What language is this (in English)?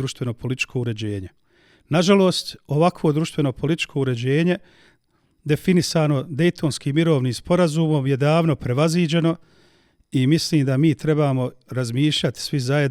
Bosnian